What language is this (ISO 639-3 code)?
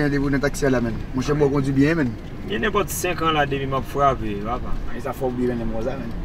hat